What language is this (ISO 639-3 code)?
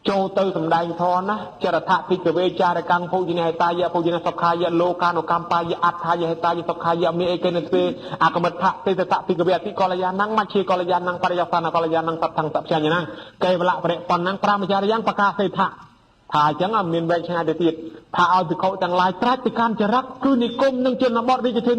khm